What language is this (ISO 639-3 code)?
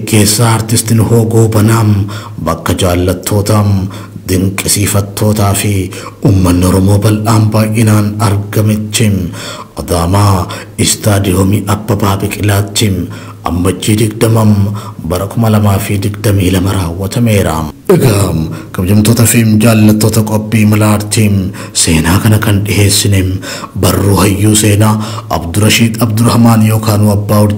orm